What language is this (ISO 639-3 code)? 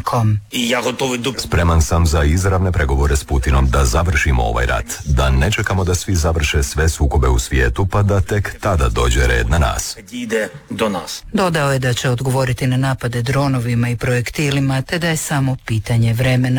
hrv